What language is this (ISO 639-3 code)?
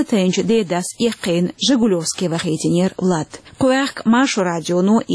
che